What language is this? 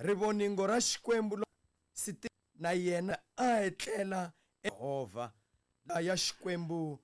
Tsonga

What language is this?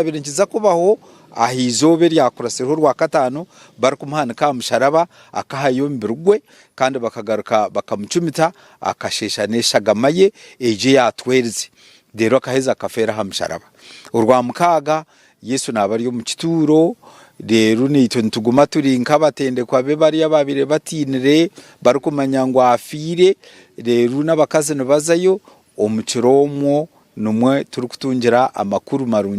Nyankole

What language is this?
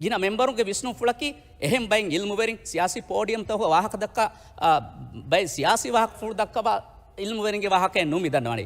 Divehi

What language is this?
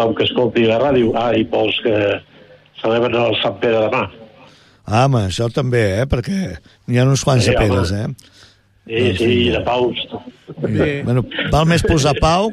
Catalan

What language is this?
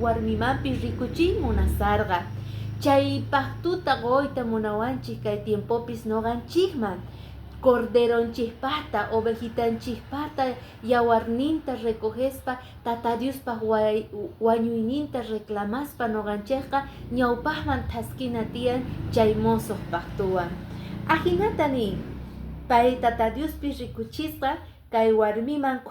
Quechua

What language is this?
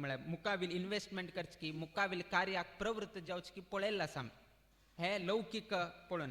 Konkani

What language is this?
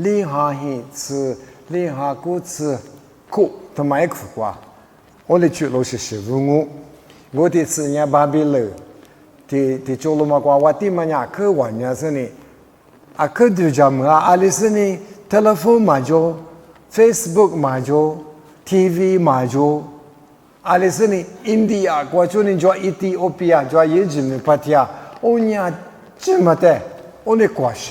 Lisu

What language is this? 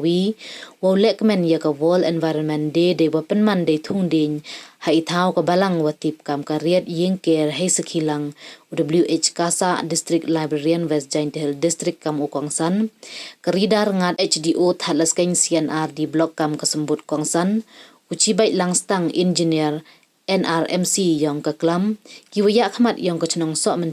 Pnar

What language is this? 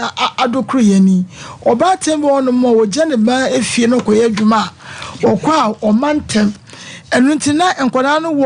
Akan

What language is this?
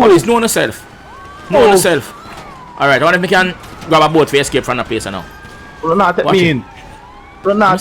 Jamaican Creole English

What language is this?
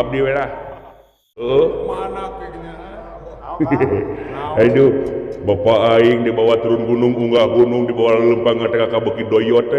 Sundanese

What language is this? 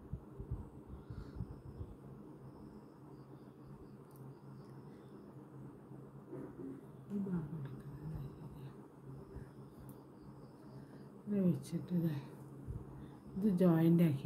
Malayalam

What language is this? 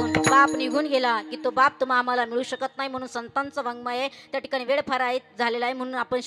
Marathi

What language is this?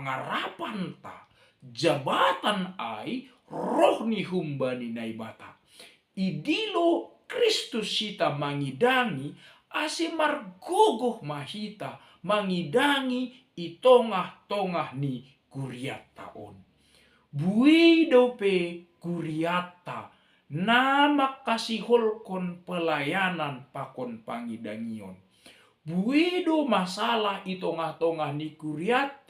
Batak Simalungun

